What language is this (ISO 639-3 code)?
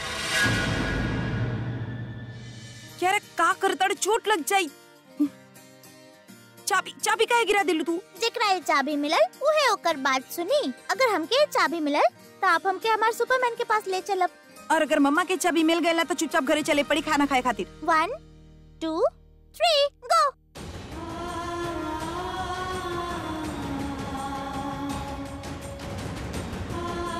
bho